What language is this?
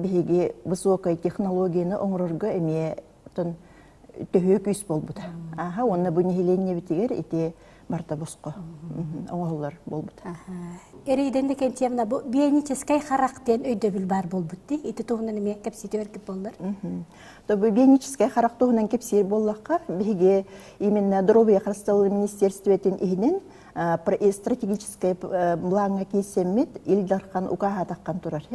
Yakut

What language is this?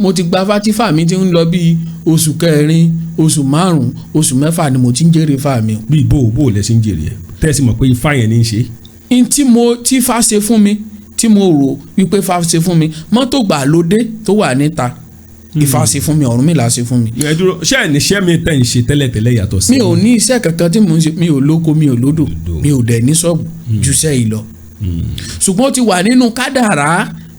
Yoruba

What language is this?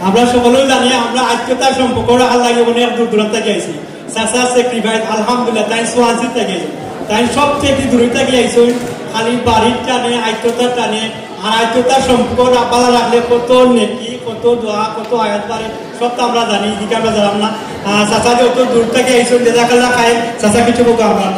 Sylheti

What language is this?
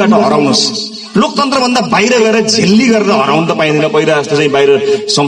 Nepali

